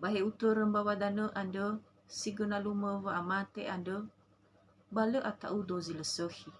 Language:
Nias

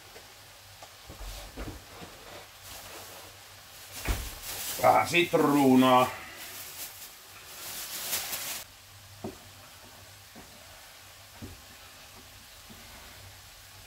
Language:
Finnish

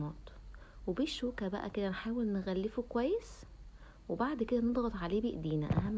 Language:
Egyptian Arabic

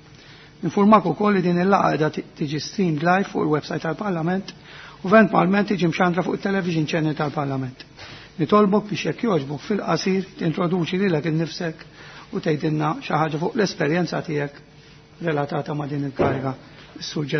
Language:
Maltese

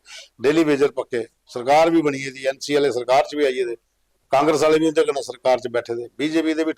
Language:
Dogri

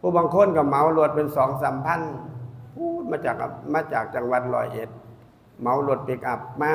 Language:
Northeastern Thai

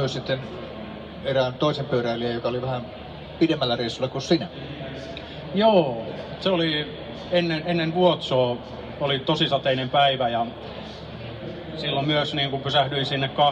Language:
Finnish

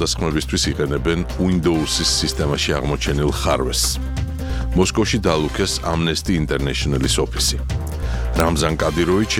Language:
Georgian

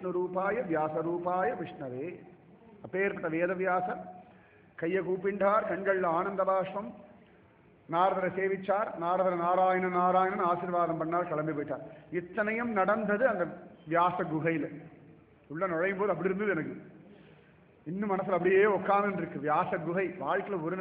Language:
Tamil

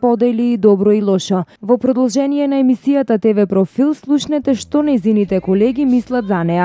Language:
Macedonian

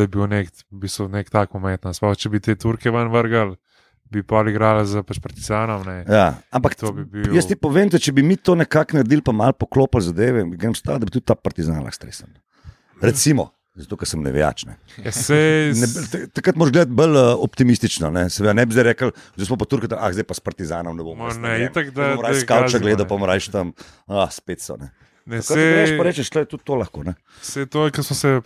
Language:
Slovenian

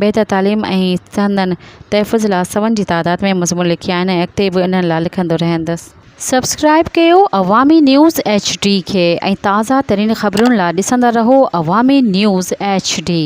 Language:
Sindhi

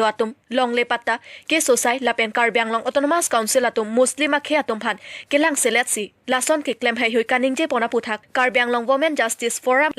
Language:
Karbi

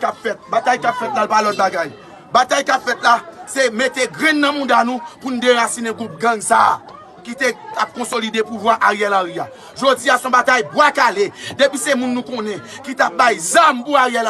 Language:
Haitian Creole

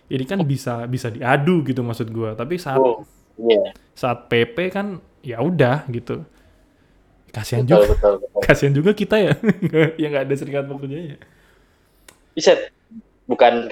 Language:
Indonesian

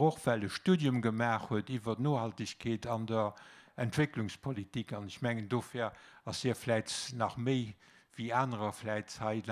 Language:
Luxembourgish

